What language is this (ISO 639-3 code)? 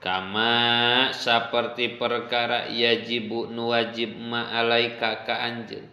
sun